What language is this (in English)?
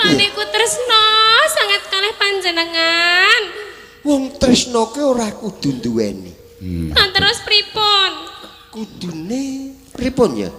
Javanese